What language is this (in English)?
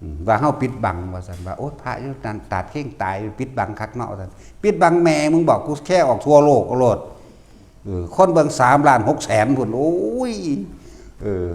Northeastern Thai